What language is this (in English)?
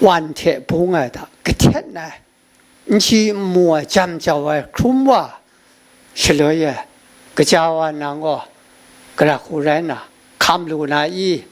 Kachin